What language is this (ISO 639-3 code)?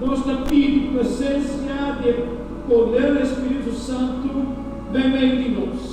pap